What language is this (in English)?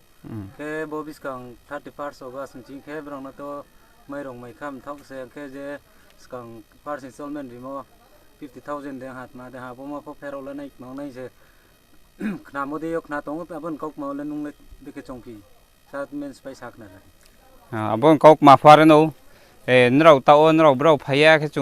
Riang (India)